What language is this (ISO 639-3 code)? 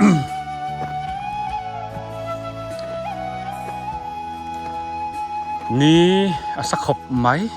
biu